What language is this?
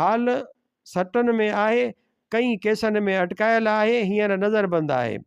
Sindhi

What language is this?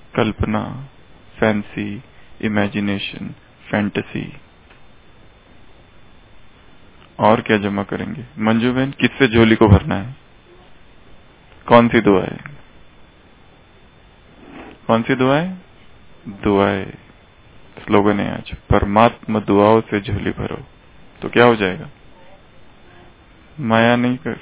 Hindi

